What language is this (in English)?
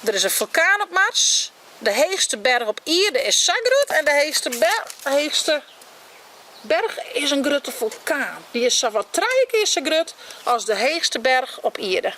Western Frisian